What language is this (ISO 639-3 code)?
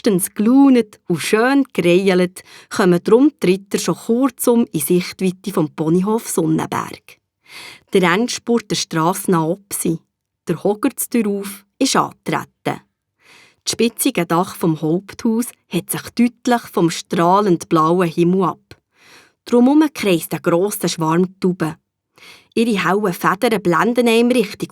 gsw